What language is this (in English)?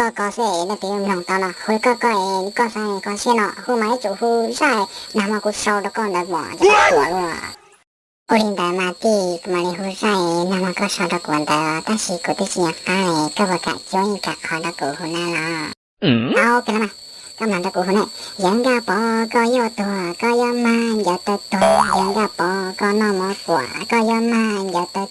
Hmong